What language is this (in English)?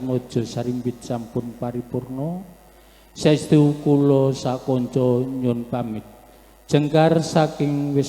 Javanese